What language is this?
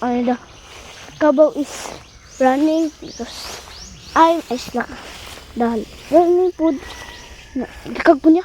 Cebuano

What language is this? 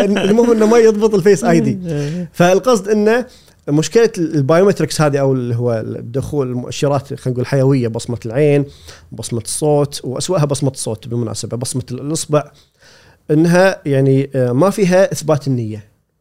Gulf Arabic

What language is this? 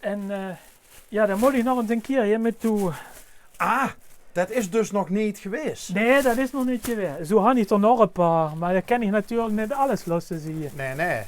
Limburgish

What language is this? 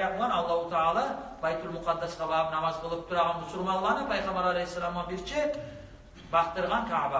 Kumyk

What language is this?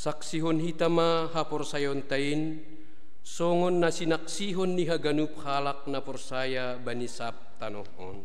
Batak Simalungun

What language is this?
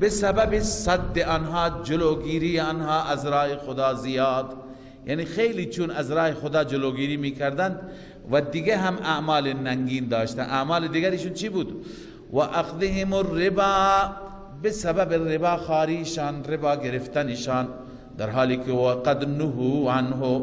Persian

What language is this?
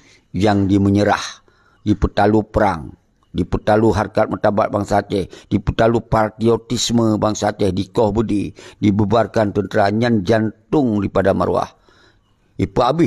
Achinese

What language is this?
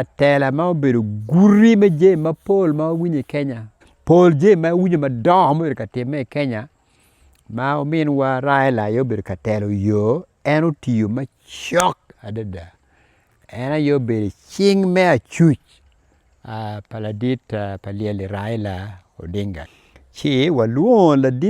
Acoli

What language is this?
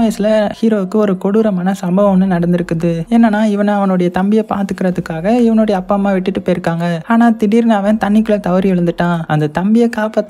Tamil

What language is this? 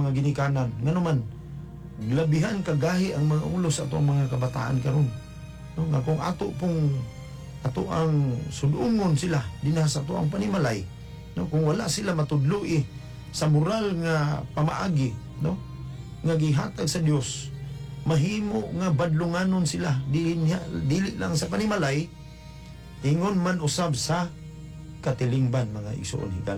Cebuano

